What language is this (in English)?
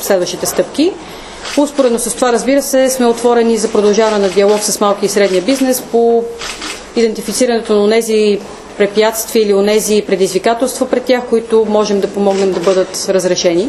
Bulgarian